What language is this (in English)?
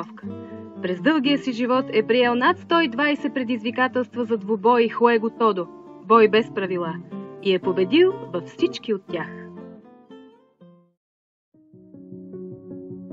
Bulgarian